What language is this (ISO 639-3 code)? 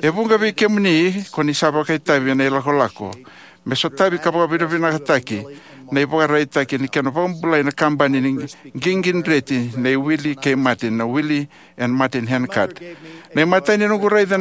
fij